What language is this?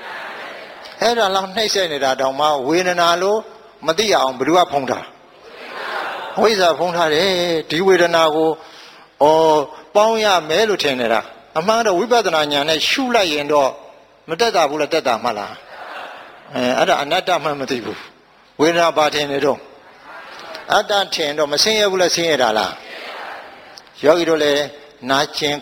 Burmese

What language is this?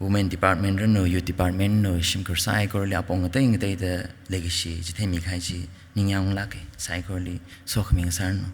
Tangkhul Naga (India)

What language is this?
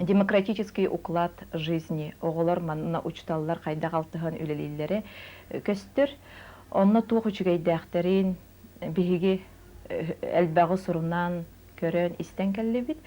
Yakut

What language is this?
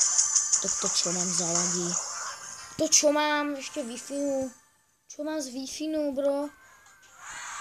Slovak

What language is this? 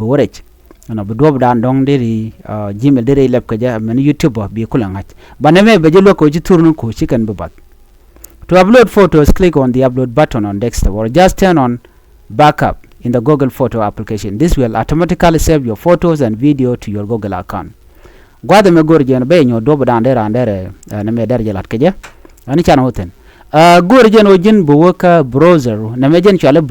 Nuer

